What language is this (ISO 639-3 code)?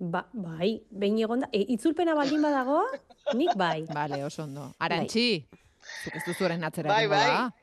eus